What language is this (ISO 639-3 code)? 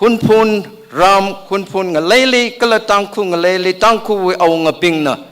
nmf